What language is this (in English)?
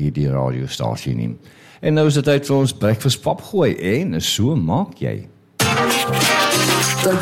Afrikaans